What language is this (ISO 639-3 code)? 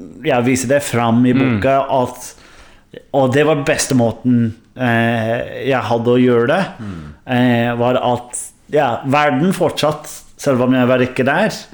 nor